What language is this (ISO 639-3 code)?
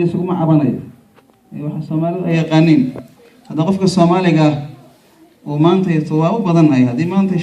som